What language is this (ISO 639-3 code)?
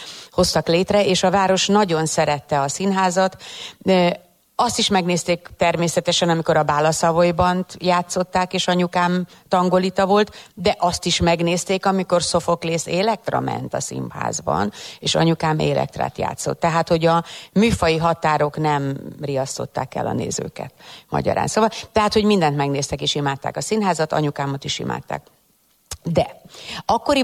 hun